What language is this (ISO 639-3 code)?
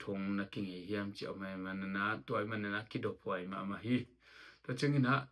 ctd